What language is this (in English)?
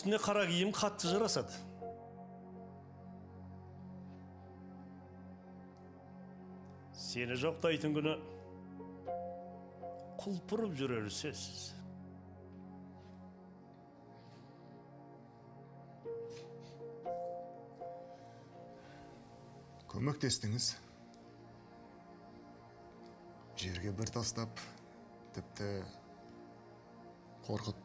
Kazakh